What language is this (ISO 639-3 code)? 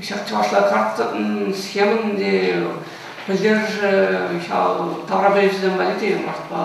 chv